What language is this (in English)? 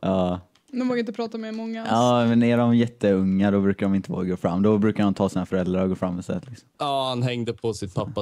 Swedish